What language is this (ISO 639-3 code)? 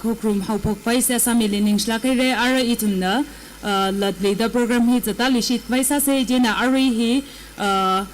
nmf